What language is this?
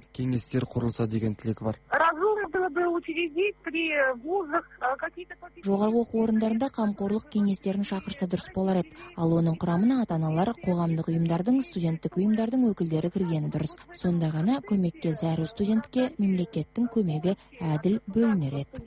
Kazakh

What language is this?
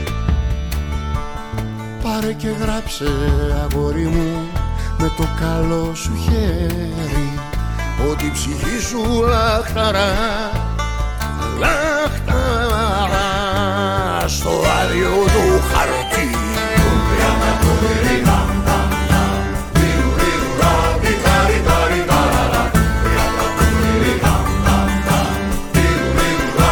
Greek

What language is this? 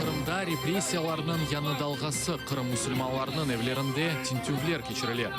Crimean Tatar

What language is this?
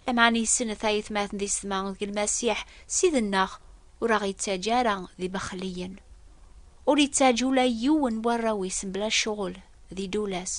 Kabyle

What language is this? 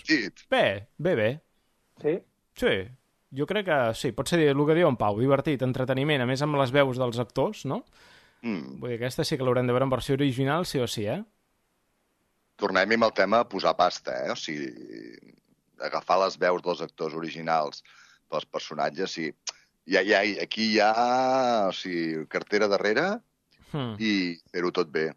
Catalan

